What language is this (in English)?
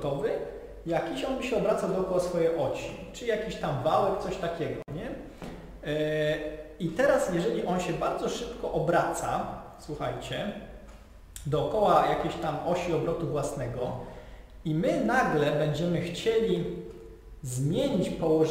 Polish